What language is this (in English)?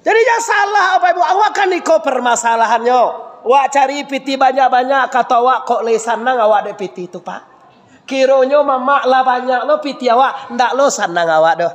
Minangkabau